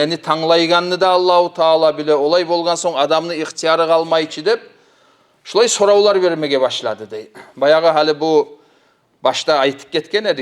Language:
Kumyk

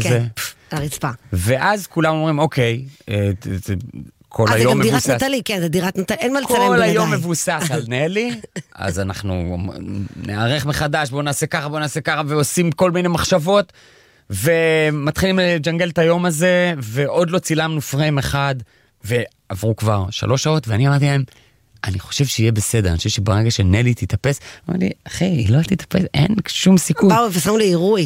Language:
Hebrew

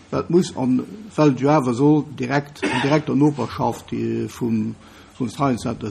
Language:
Luxembourgish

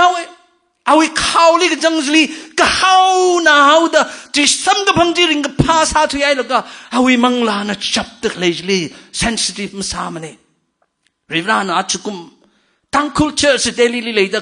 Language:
Tangkhul Naga (India)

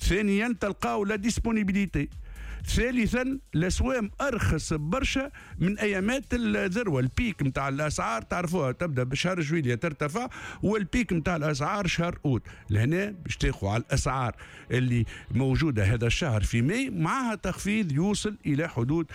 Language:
Tunisian Arabic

